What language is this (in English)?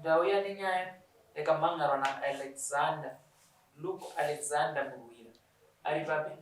Shona